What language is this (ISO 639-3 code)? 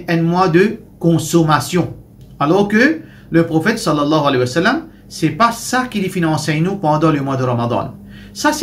mfe